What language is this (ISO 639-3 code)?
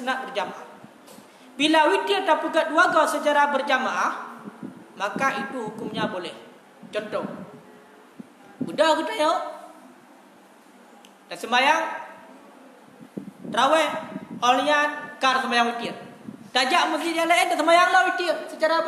msa